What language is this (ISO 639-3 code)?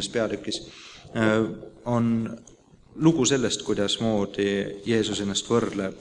est